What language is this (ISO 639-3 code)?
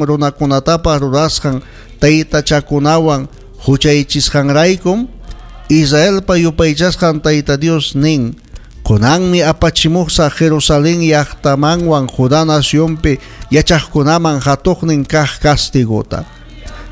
quy